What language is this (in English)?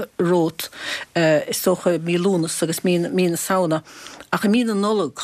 Irish